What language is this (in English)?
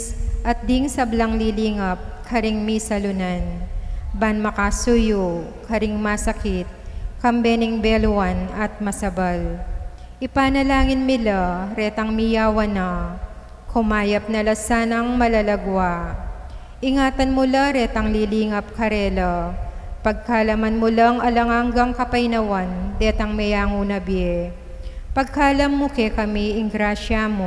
Pampanga